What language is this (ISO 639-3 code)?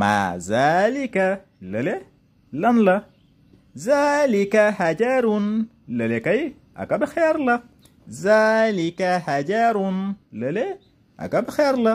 wol